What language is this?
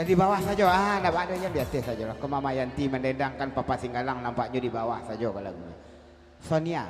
Minangkabau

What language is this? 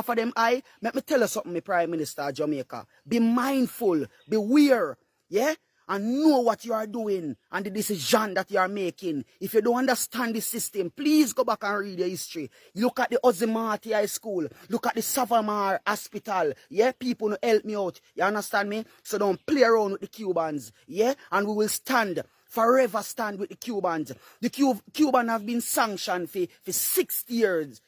Jamaican Creole English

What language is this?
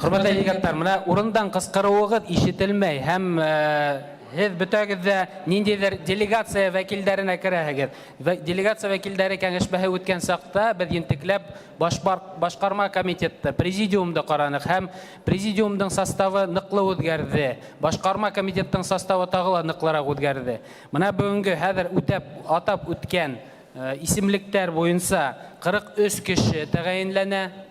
Bashkir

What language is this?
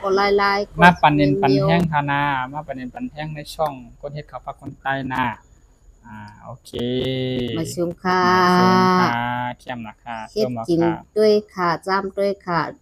Shan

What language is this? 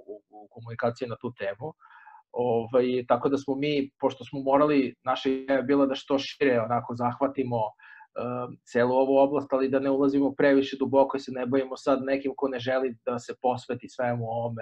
Serbian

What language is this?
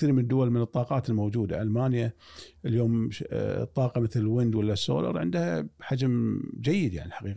Gulf Arabic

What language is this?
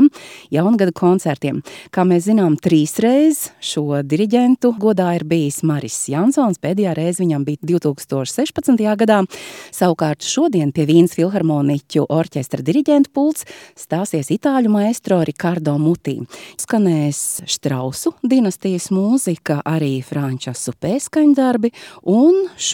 Latvian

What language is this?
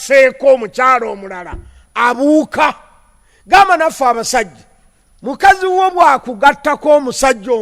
Ganda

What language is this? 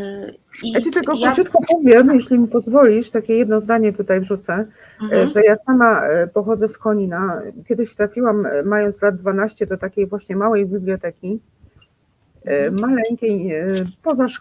Polish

